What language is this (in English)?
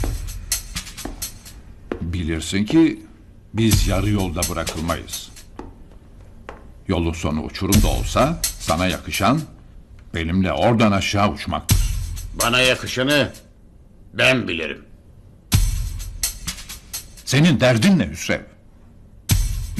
Turkish